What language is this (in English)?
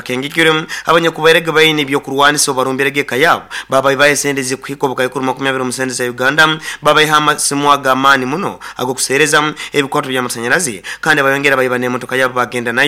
Nyoro